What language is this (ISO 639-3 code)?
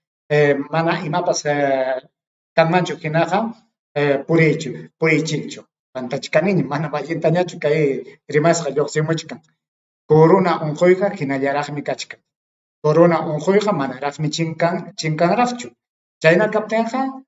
quy